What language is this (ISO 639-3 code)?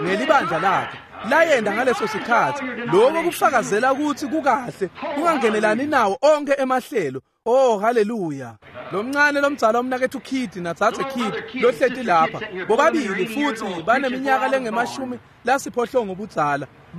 ssw